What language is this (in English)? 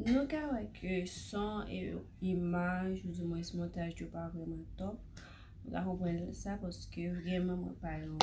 Haitian Creole